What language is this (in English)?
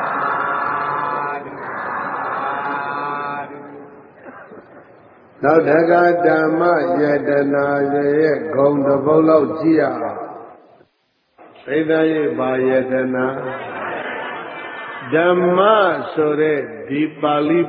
Burmese